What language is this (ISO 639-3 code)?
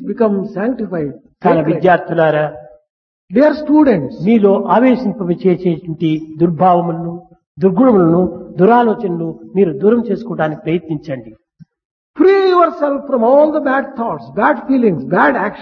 tel